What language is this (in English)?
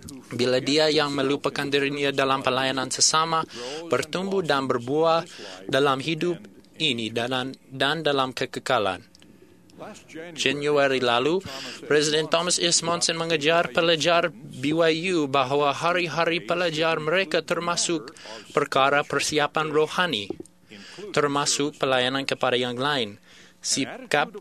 Malay